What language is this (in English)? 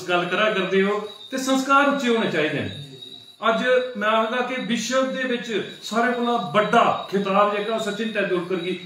Dogri